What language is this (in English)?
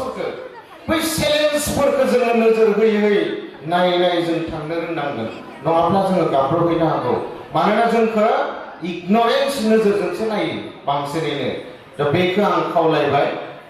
Bodo